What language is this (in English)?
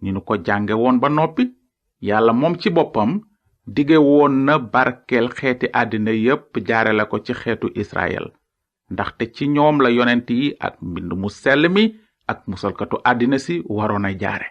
Wolof